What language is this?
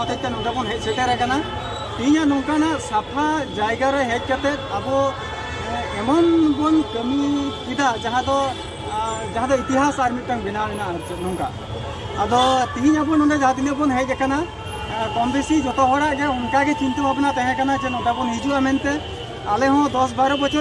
Santali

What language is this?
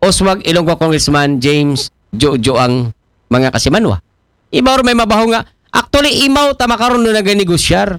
Aklanon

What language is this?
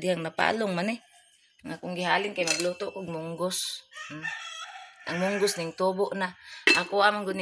Cebuano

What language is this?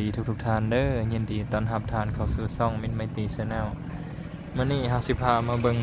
Lao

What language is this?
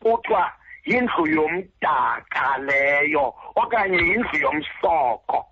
Xhosa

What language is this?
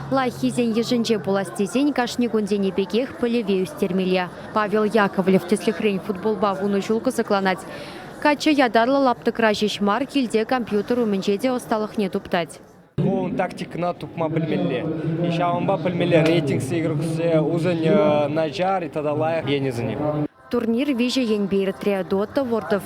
Chuvash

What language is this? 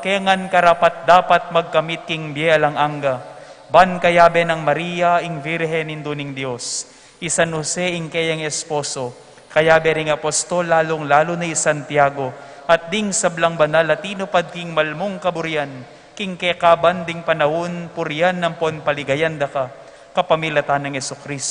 Pampanga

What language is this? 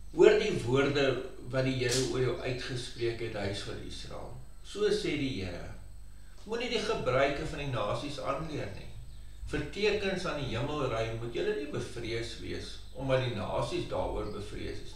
Afrikaans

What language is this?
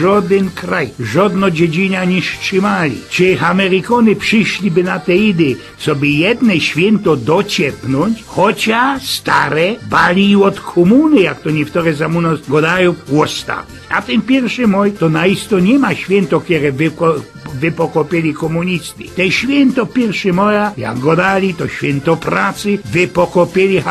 Silesian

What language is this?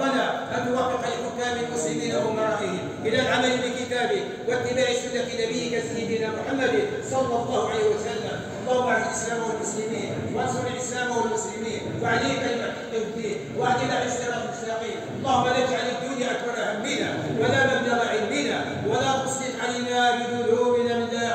Arabic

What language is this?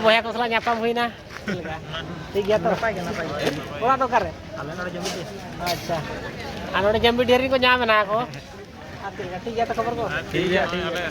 Santali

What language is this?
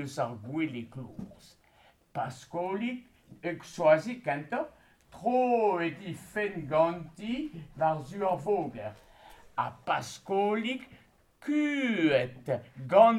Breton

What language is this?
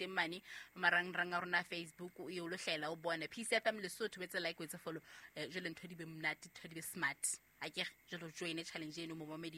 Southern Sotho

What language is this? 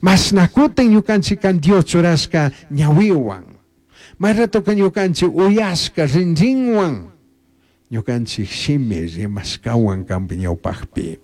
Chimborazo Highland Quichua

